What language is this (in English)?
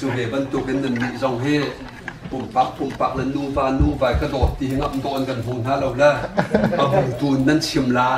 Hakha Chin